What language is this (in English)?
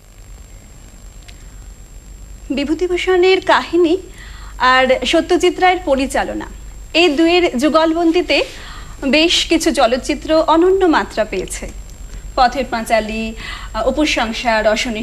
Bangla